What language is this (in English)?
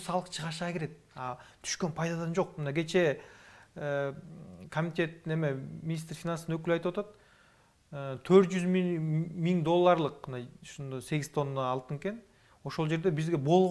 Kyrgyz